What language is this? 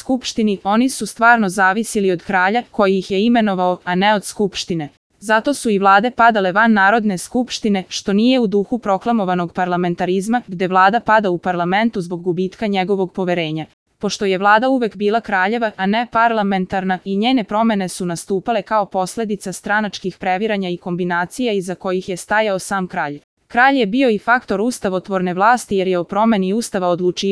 Serbian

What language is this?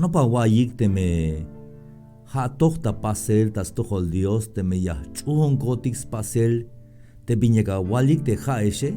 Tzeltal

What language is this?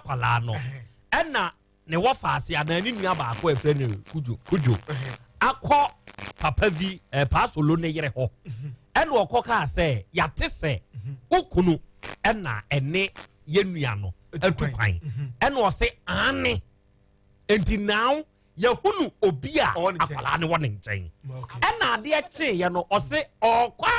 Akan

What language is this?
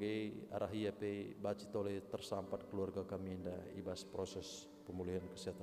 Batak Karo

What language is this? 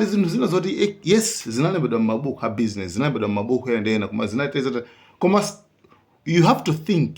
Nyanja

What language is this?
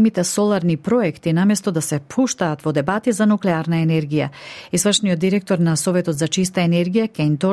Macedonian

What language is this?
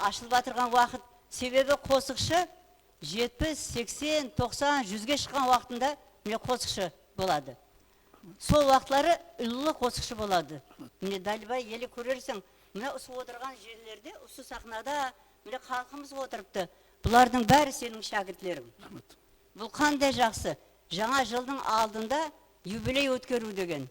Kara-Kalpak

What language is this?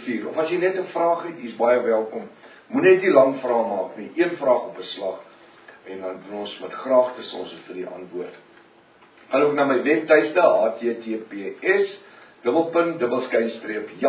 Afrikaans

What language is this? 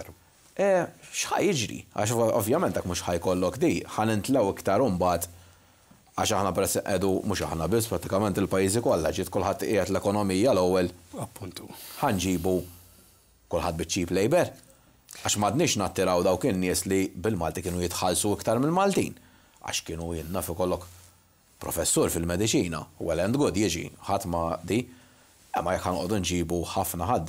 Maltese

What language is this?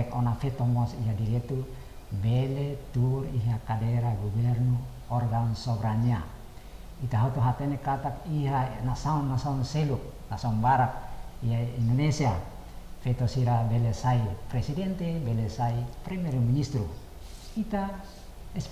Tetum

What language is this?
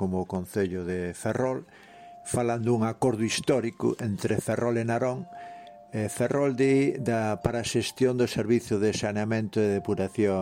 Galician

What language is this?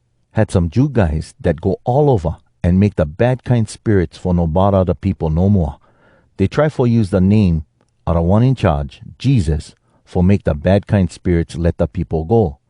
Hawai'i Creole English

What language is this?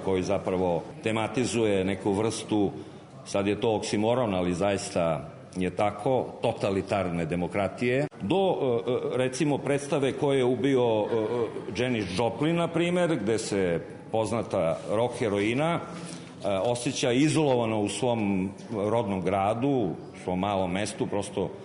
Serbian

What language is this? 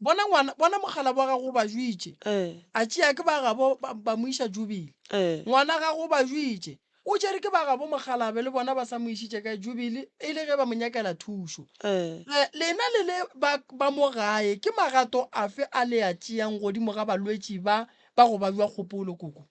Northern Sotho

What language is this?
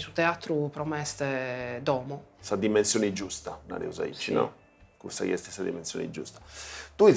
Sardinian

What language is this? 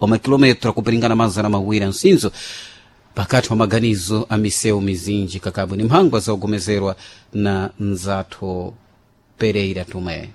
Sena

